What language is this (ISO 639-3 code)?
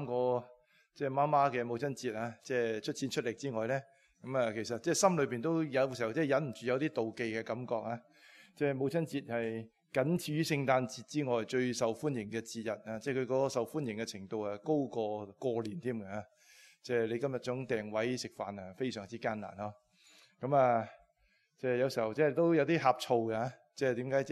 yue